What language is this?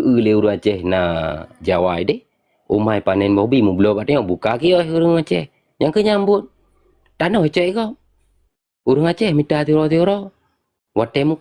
Achinese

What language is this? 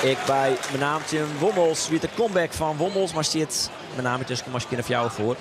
Western Frisian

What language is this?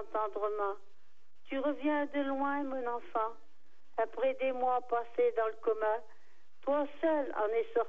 French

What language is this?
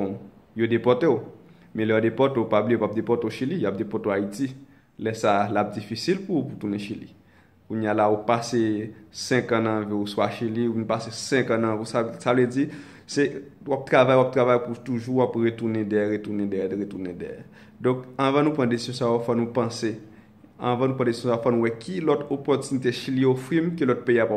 Haitian Creole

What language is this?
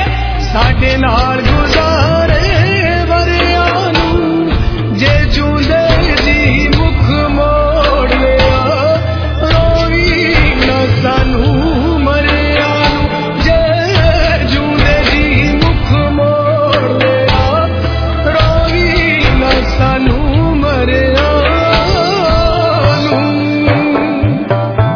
Punjabi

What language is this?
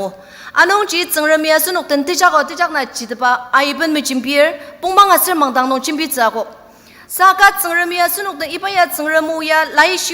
Ao Naga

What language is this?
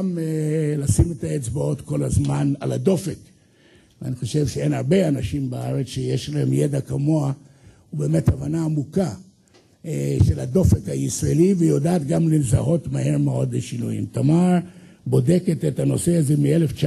Hebrew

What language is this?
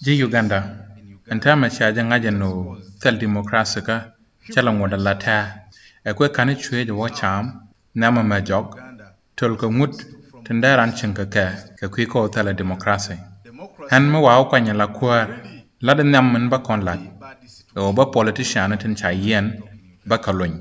Nuer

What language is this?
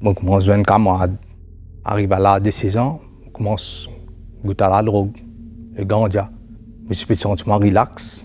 Morisyen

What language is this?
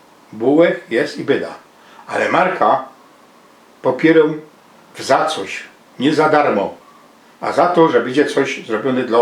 Silesian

